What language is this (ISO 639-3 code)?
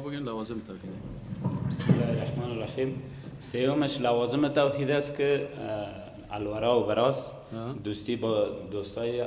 fas